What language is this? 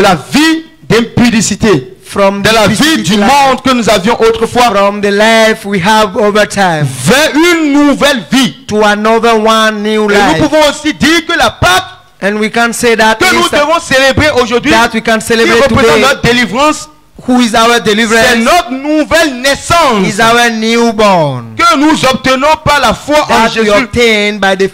French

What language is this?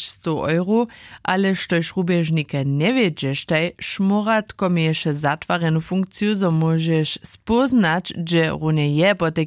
Upper Sorbian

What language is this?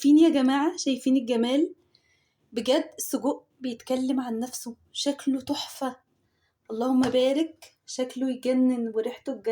Egyptian Arabic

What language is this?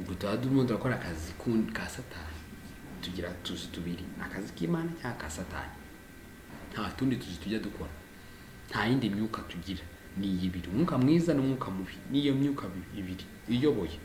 Kinyarwanda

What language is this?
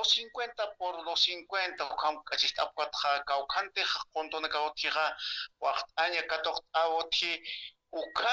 Aymara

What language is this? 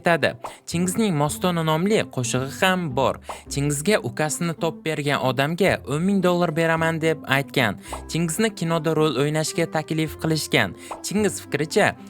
Uzbek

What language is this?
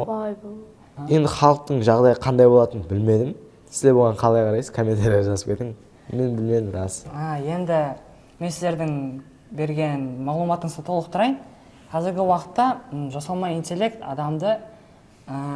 Kara-Kalpak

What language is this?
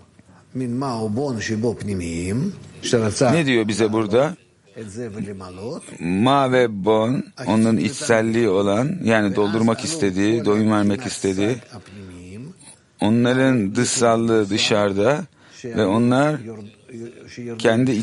Turkish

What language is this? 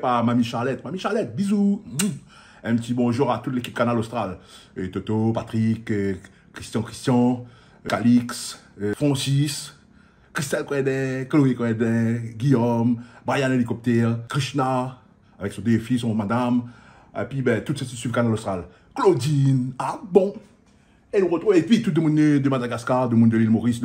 Réunion Creole French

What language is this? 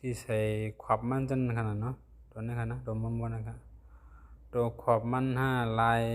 Shan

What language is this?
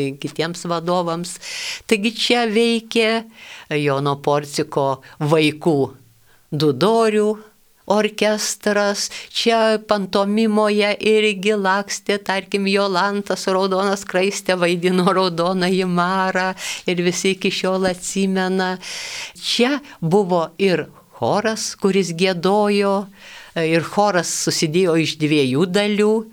Lithuanian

